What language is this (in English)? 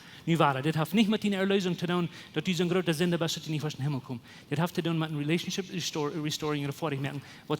Plautdietsch